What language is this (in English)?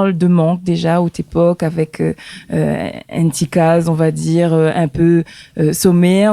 Réunion Creole French